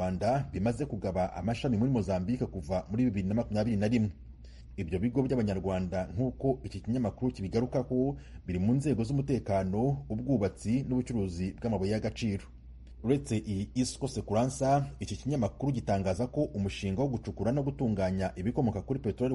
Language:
Kinyarwanda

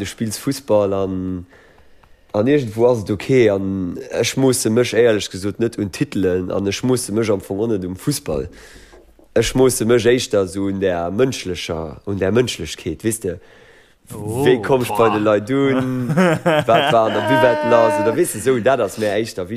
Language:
Luxembourgish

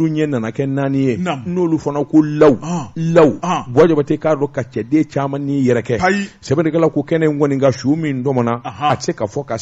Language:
Bambara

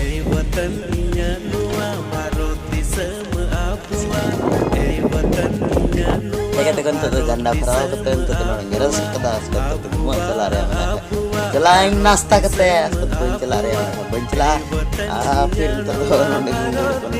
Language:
Santali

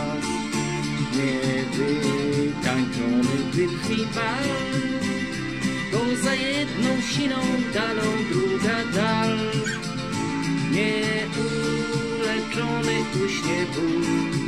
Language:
Polish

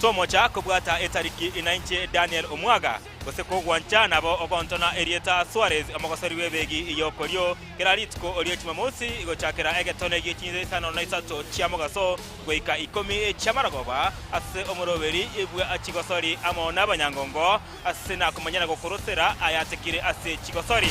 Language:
Gusii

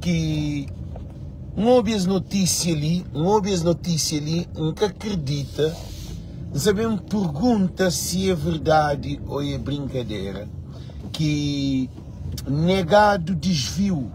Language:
Kabuverdianu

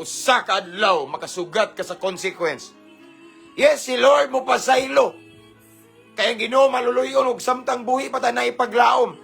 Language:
Cebuano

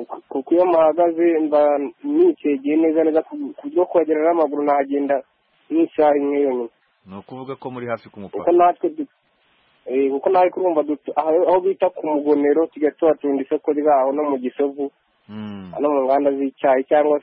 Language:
Kinyarwanda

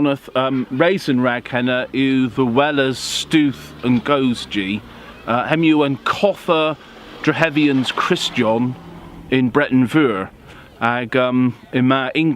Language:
Cornish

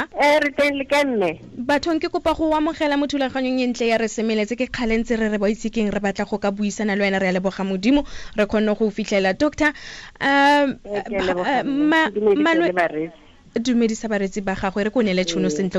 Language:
Tswana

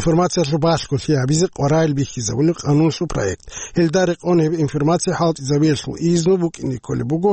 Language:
Avaric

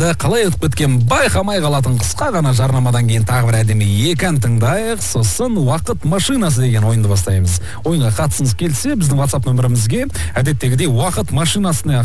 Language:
Kazakh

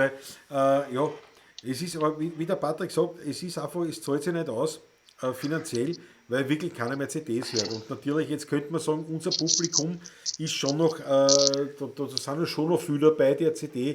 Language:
Bavarian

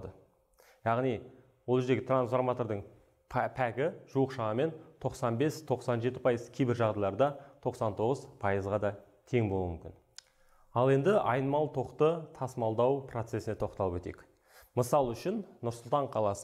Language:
Kazakh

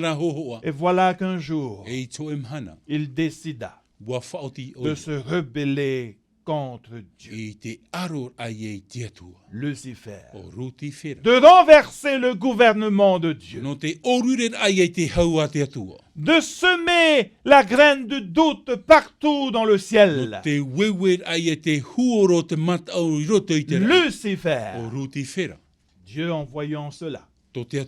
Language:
Tahitian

